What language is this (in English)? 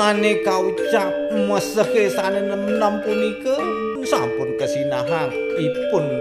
Balinese